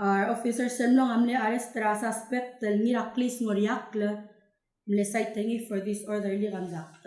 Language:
Palauan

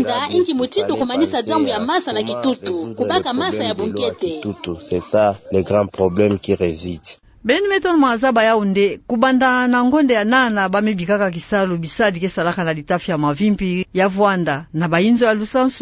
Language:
Kituba (Democratic Republic of Congo)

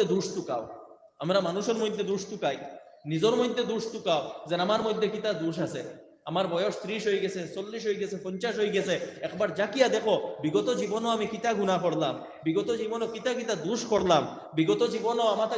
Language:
Sylheti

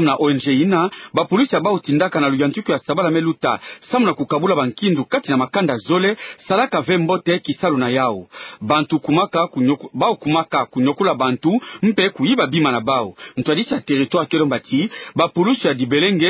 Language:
Kituba (Democratic Republic of Congo)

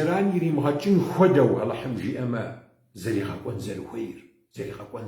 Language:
Kabardian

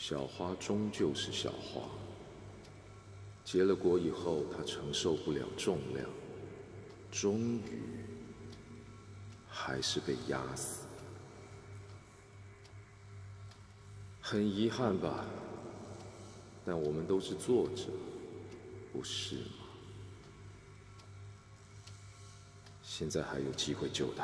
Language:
Chinese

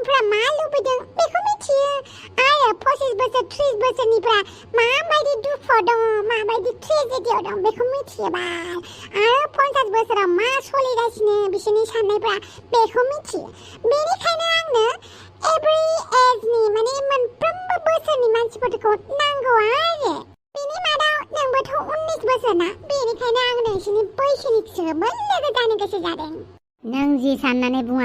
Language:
Bodo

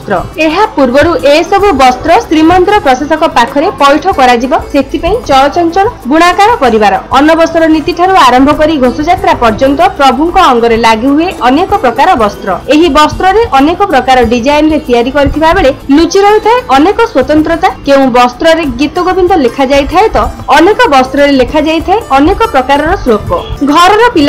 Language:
Odia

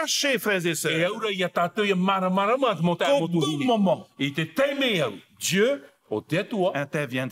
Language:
Tahitian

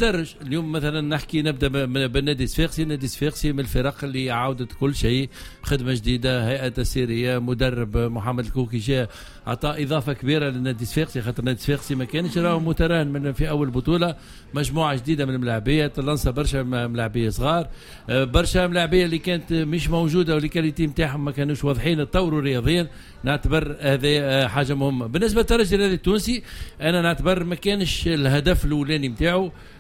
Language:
Tunisian Arabic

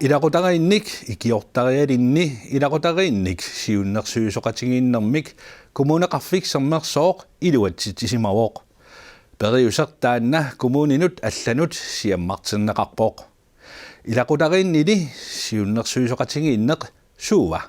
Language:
Kalaallisut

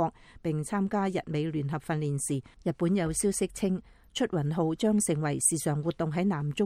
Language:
Cantonese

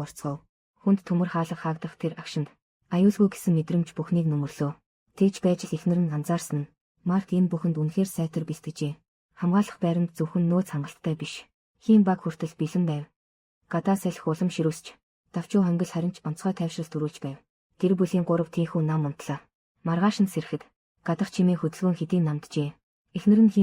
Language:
Mongolian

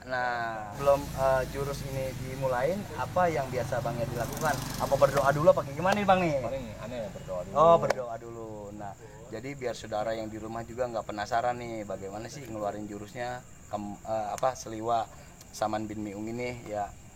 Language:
Betawi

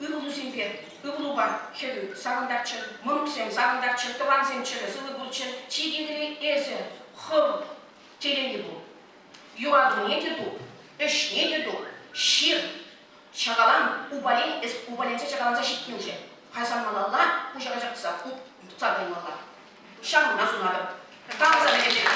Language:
Chuvash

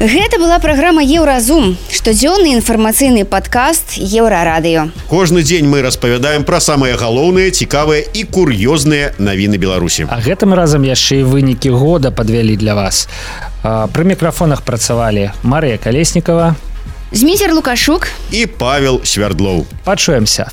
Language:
Belarusian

